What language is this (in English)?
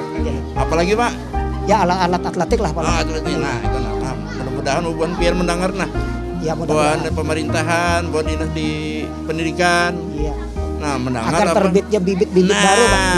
Banjar